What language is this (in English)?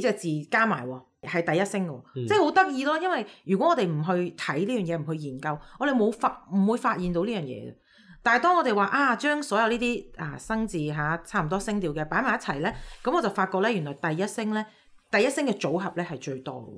Cantonese